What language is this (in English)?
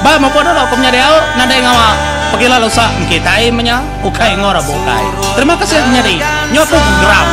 Iban